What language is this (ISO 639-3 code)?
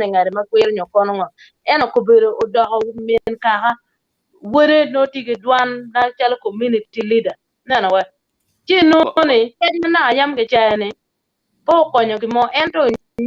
ach